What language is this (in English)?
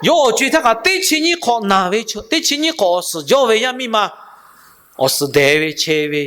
Lahu